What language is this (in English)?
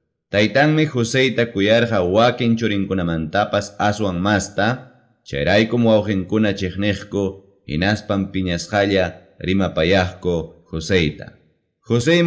Ayacucho Quechua